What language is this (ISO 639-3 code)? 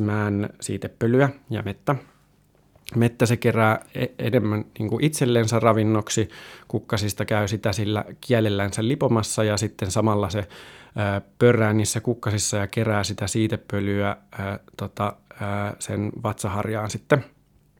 fin